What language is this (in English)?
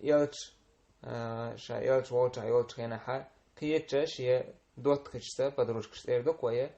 Chechen